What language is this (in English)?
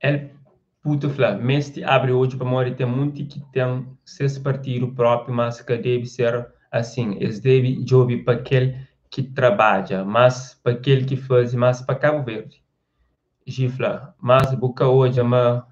Kabuverdianu